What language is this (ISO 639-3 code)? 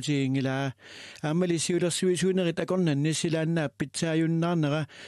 kal